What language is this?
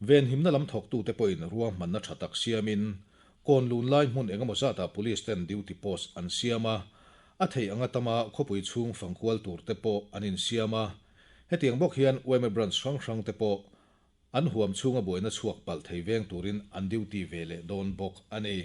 Mizo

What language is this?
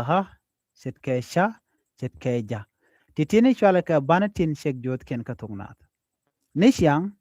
Nuer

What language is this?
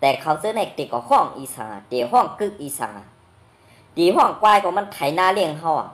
Shan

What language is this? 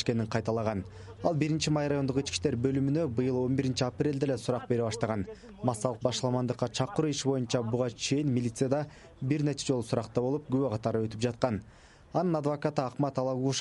Kyrgyz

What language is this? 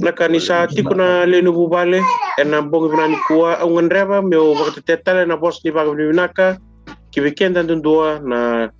Fijian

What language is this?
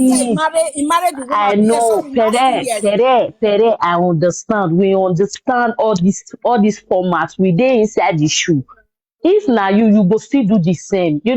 Nigerian Pidgin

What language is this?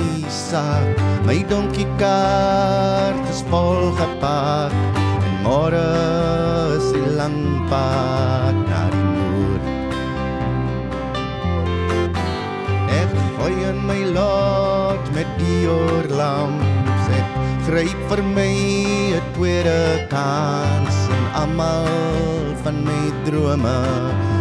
Afrikaans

